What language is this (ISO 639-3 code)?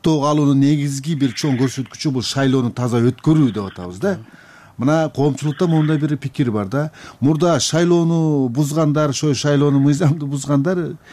kir